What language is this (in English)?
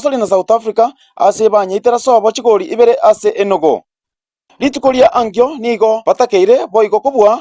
Gusii